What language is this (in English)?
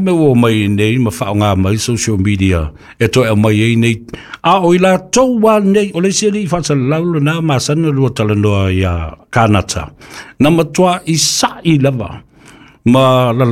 Samoan